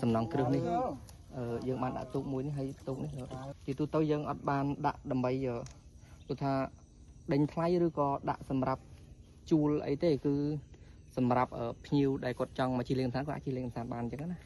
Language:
Khmer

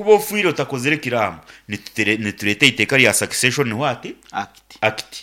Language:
Nyankole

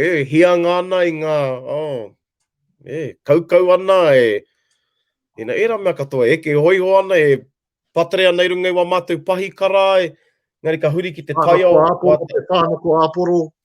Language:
Māori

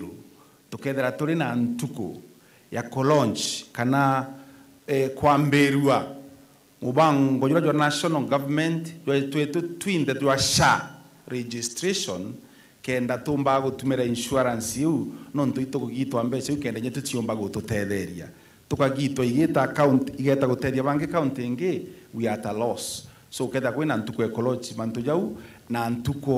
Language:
Meru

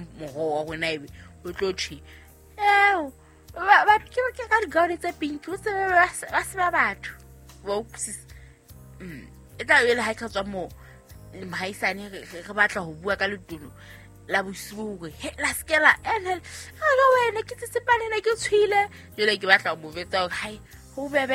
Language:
Southern Sotho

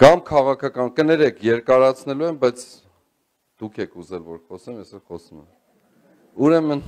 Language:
Armenian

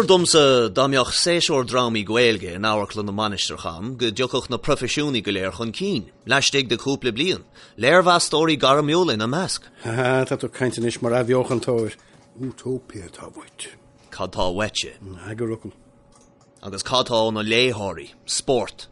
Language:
Irish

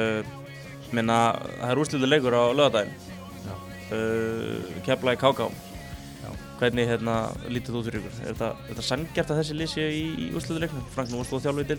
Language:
Icelandic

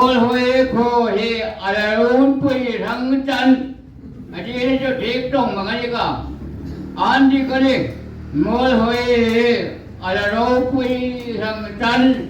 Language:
Hmar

